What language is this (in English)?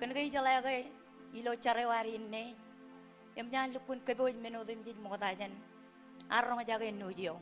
Marshallese